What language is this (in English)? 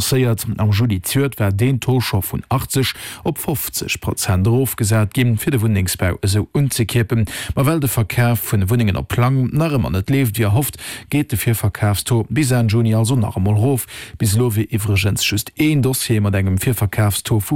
Luxembourgish